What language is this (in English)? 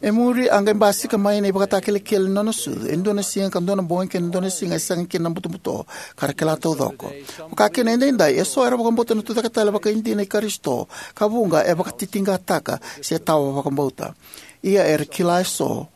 Fijian